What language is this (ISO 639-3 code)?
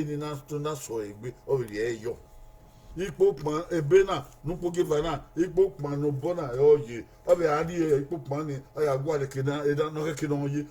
bin